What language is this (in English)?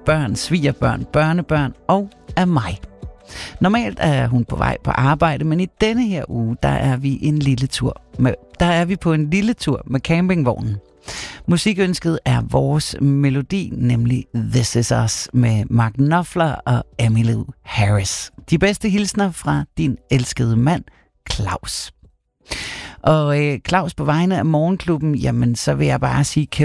Danish